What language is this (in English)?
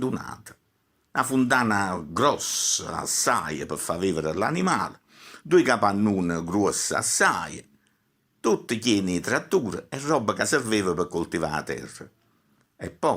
Neapolitan